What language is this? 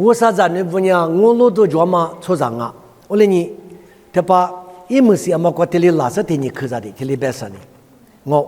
Lisu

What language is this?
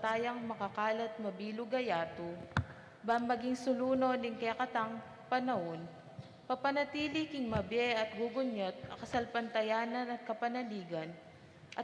Pampanga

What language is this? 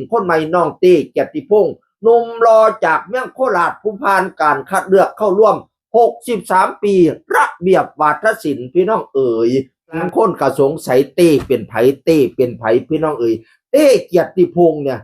Northeastern Thai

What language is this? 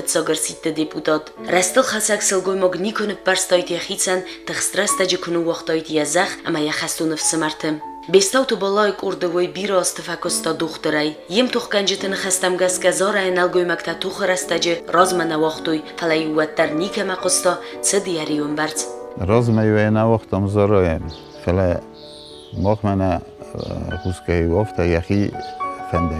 Ossetic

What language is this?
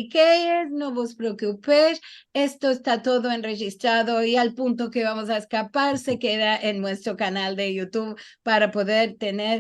Ladino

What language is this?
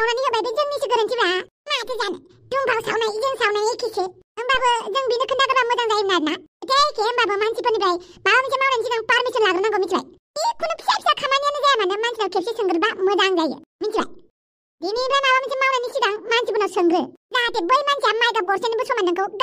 Bodo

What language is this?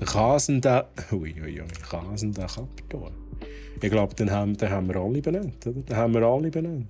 Swiss German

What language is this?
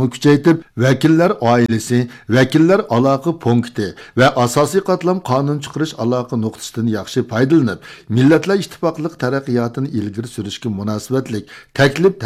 Uyghur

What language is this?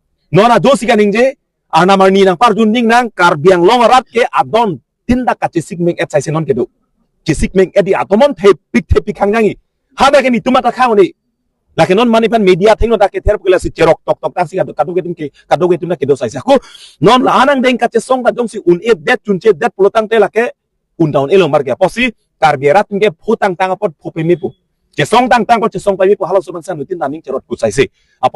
Karbi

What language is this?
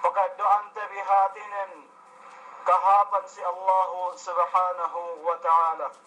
Yakan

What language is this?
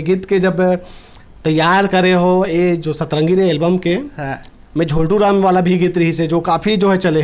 Chhattisgarhi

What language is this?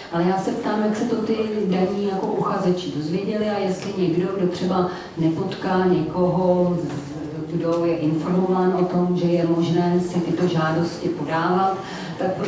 Czech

